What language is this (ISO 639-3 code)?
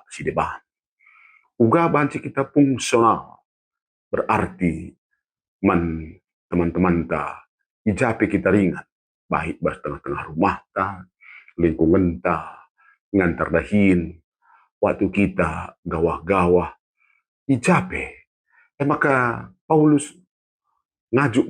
btx